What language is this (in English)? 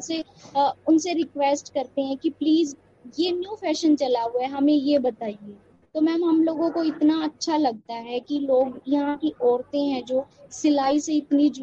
Hindi